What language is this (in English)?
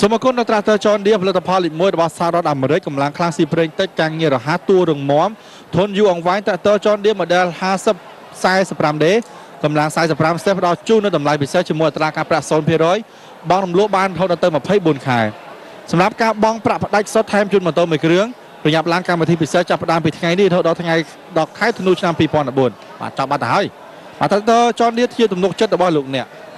Khmer